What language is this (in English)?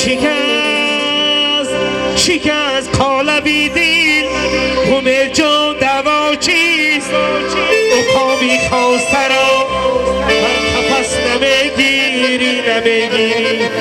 Tajik